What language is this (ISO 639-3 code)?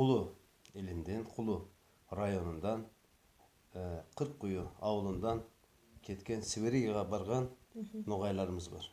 nog